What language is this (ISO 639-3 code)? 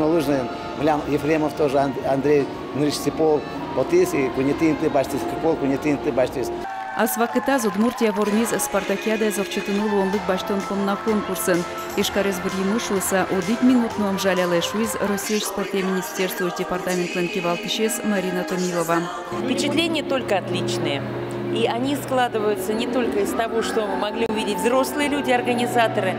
udm